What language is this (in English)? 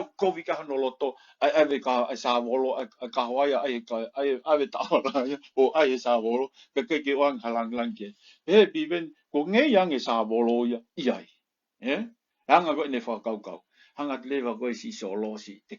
Tongan